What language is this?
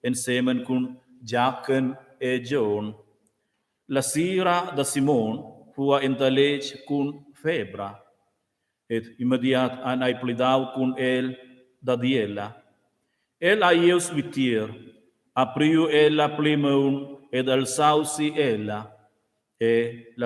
Romansh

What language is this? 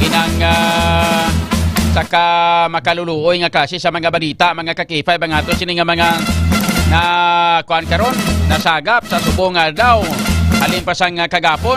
Hiligaynon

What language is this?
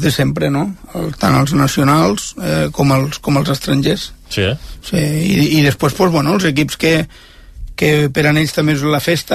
Catalan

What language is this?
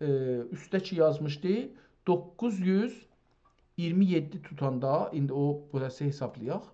South Azerbaijani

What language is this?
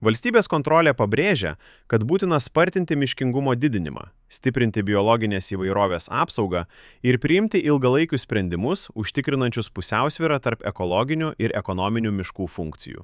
Lithuanian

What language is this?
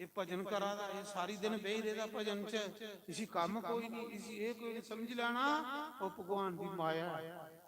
Dogri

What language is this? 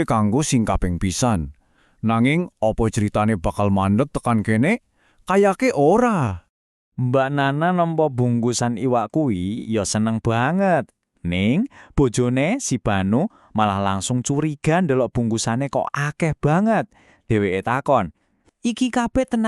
Javanese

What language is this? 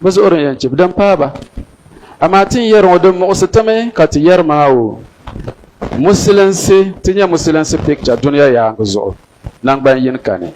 Dagbani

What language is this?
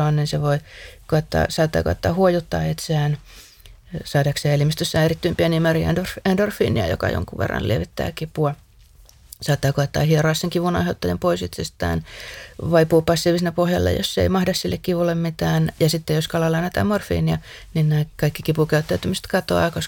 Finnish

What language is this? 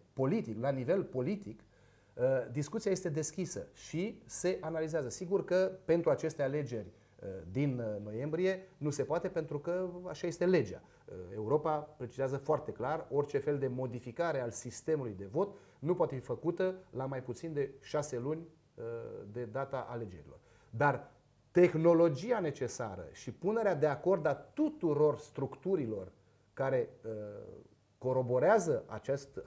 Romanian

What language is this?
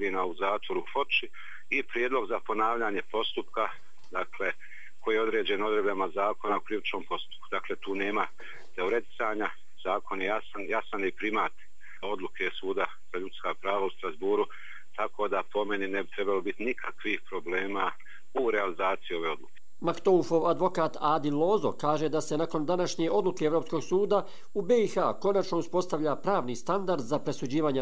Bosnian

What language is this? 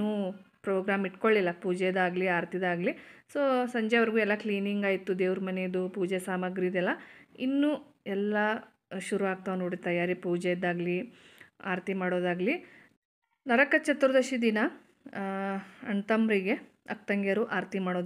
Kannada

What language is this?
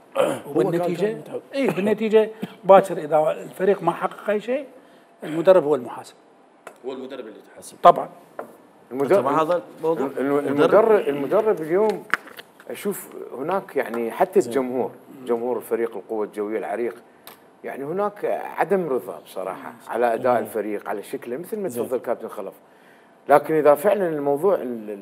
Mesopotamian Arabic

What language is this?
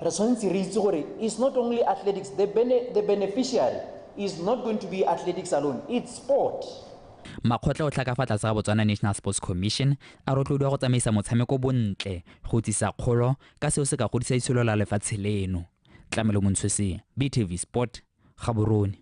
Tswana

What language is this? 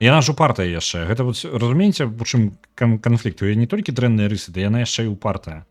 Belarusian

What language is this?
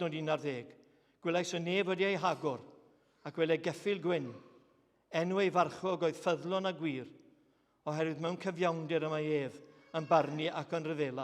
Welsh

